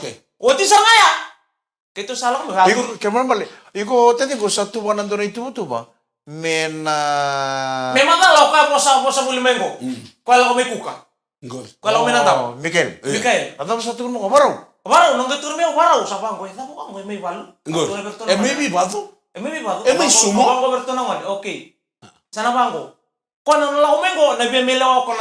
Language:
Fijian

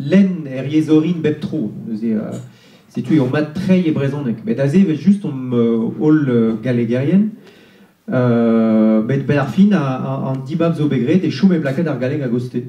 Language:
Breton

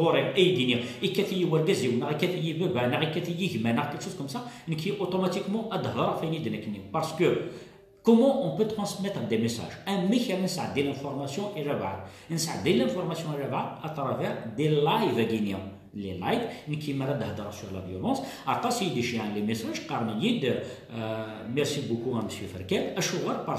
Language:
Kabyle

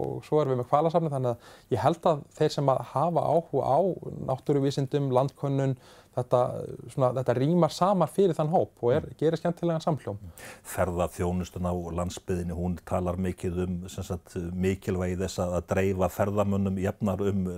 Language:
Icelandic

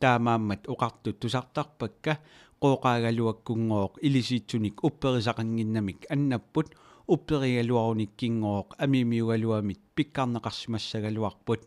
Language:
Kalaallisut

